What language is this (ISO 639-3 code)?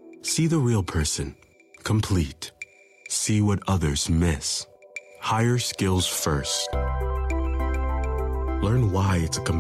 eng